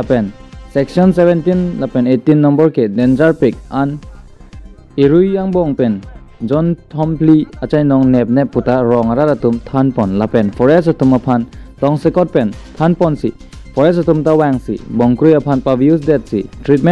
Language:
Karbi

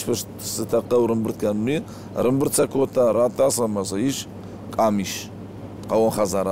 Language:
Ossetic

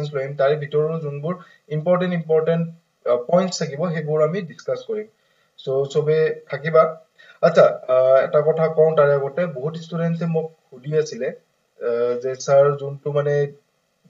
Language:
Assamese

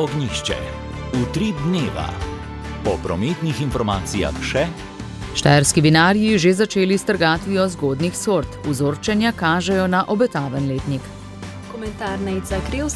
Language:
Slovenian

